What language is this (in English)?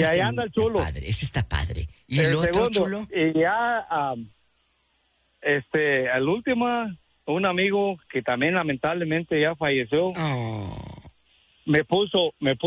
Spanish